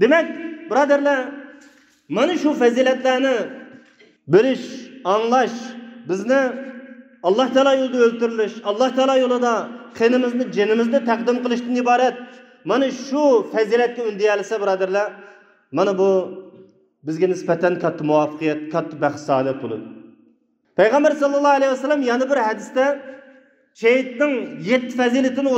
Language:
Uyghur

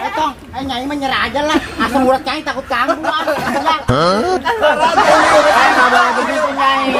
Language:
Betawi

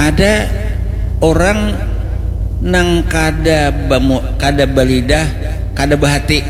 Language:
Banjar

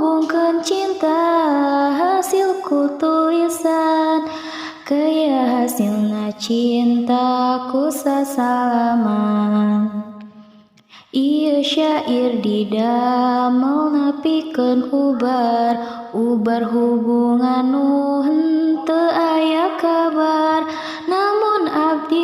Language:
Sundanese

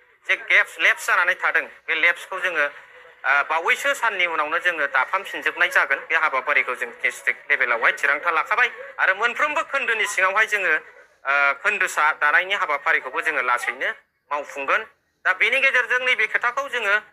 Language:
Bodo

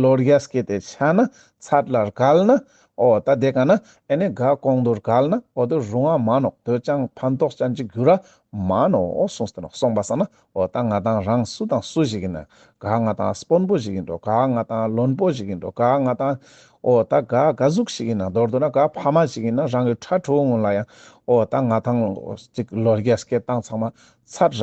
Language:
Ladakhi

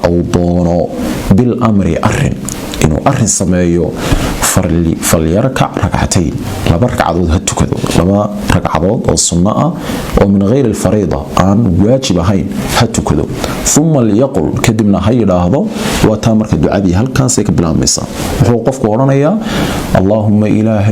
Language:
Somali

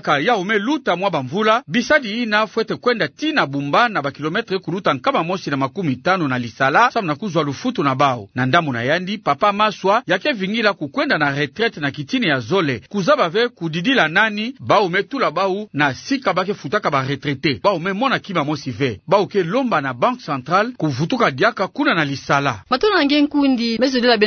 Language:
Kituba (Democratic Republic of Congo)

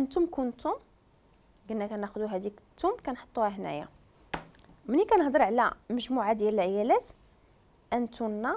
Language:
Moroccan Arabic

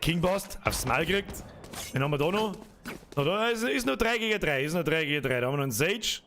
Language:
Bavarian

